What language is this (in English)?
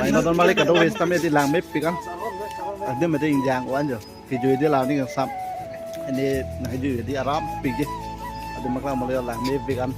Karbi